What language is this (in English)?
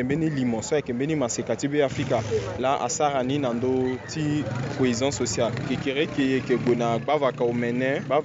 Sango